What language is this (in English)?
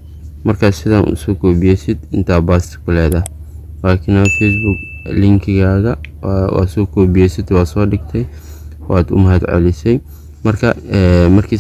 Somali